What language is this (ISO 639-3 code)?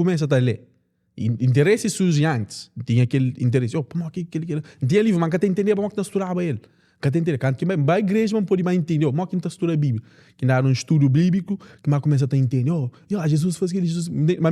kea